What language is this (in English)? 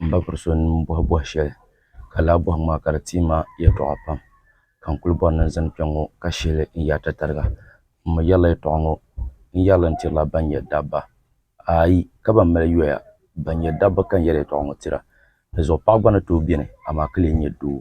Dagbani